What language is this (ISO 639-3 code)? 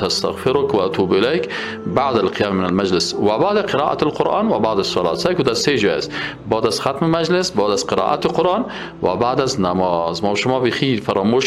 fas